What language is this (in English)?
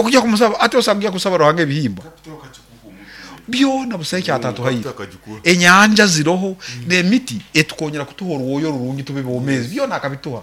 Nyoro